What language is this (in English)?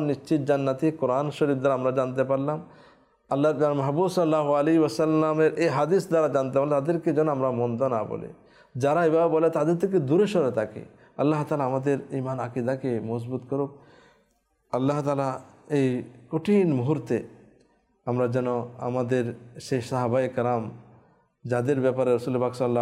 Bangla